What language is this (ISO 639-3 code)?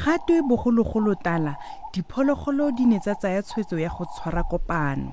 tsn